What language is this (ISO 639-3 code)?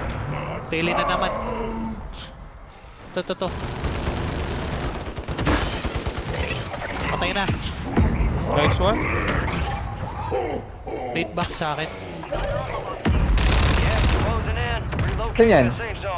fil